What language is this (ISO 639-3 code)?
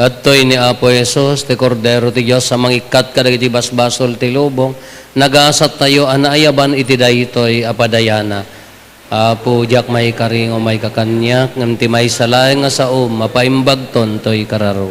ilo